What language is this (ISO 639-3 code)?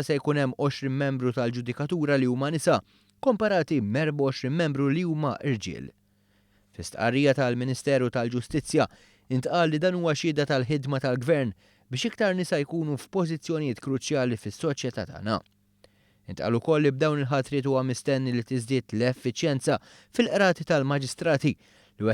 mlt